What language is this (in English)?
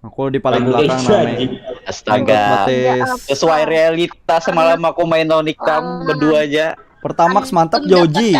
Banjar